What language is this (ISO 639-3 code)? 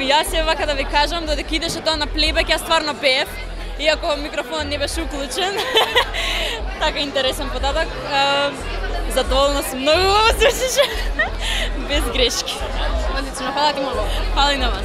mkd